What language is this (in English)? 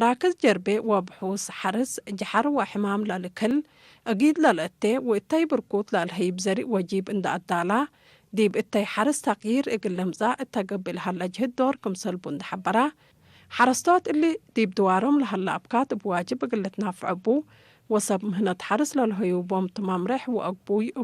Tigre